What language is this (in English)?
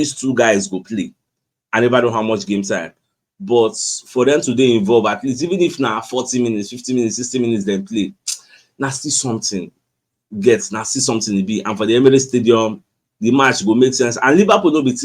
Nigerian Pidgin